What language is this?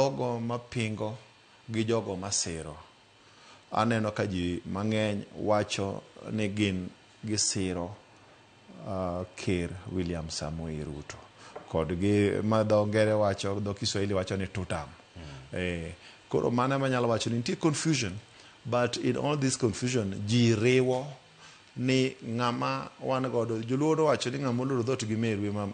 Luo (Kenya and Tanzania)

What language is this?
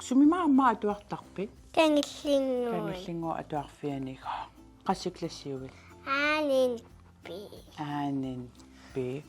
Kalaallisut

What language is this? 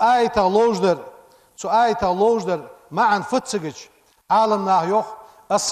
Ingush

